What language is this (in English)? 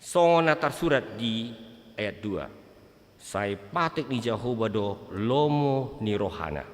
Batak Toba